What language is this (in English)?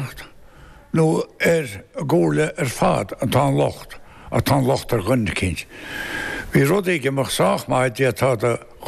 Irish